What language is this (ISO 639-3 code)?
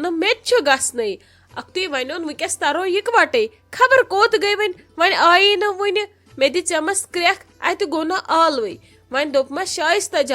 kas